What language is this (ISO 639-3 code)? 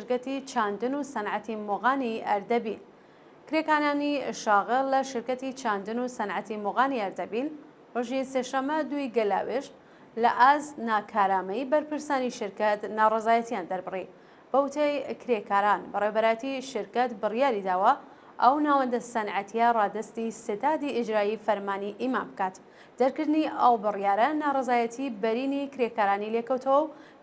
ckb